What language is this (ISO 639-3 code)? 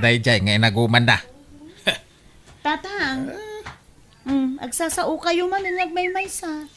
ilo